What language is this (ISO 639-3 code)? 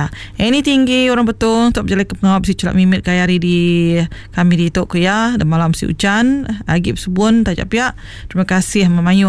iba